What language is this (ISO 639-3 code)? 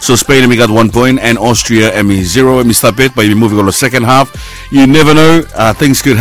bis